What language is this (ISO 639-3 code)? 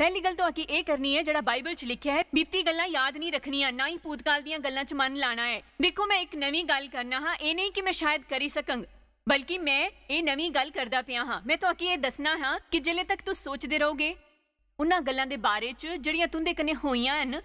doi